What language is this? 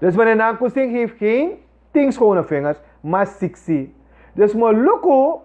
Sranan Tongo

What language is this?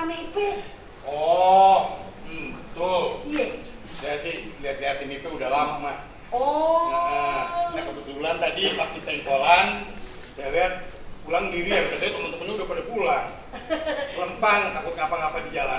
Betawi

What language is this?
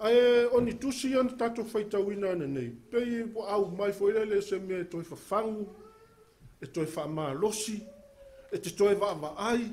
Samoan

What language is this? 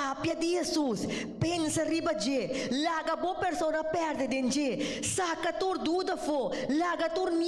Papiamento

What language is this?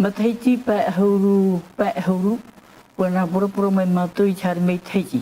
Tahitian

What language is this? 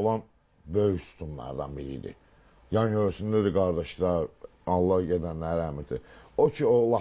Azerbaijani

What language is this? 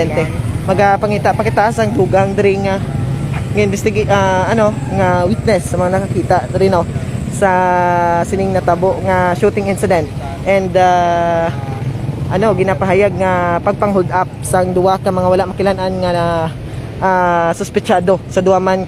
Hiligaynon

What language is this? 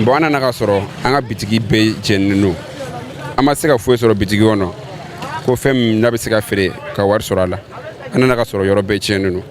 Bambara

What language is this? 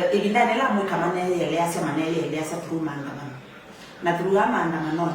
Kamba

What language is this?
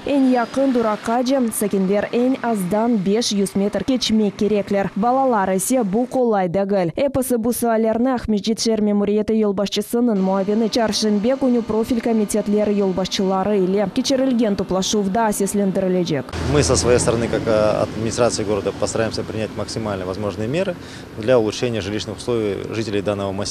Crimean Tatar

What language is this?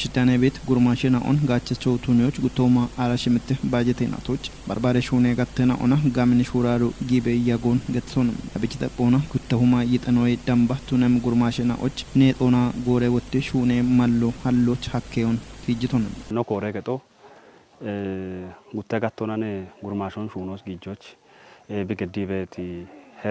Kafa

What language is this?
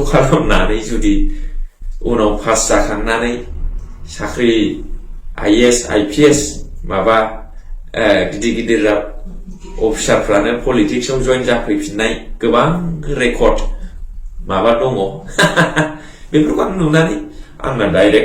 Bodo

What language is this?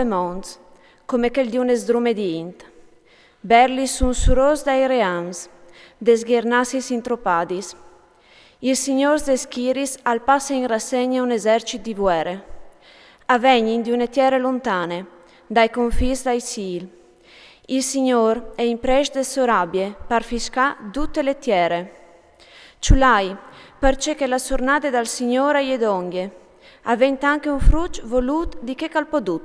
Friulian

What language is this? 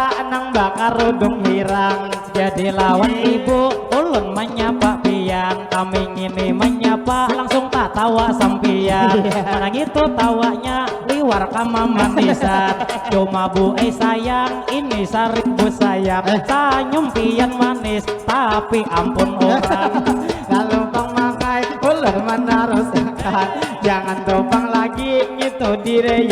Banjar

